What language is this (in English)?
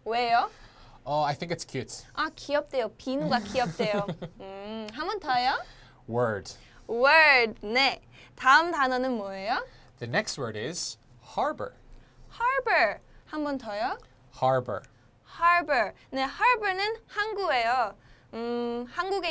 Korean